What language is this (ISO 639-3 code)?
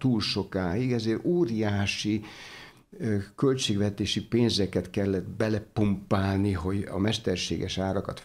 hun